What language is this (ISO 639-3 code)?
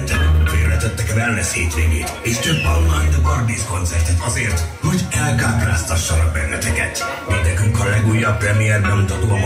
hun